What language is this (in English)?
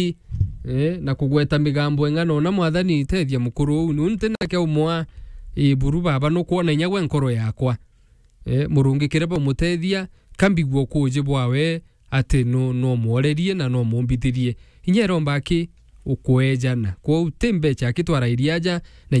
Meru